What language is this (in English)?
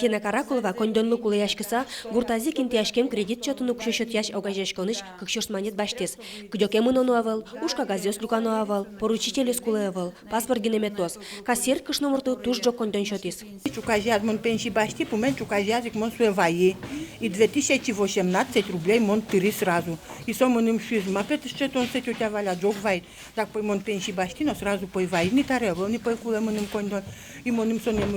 Udmurt